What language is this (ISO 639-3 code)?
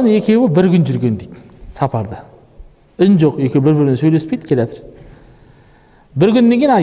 kaz